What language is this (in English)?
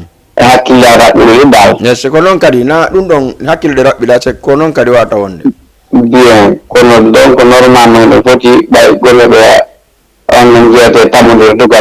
Fula